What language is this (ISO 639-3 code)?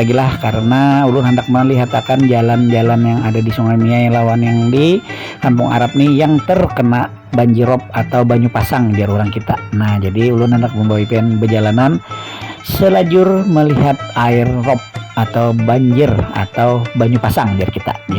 bjn